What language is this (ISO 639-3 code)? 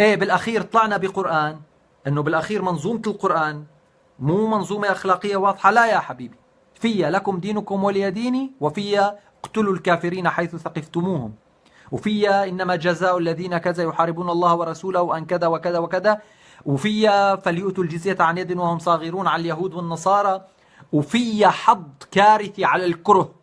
apc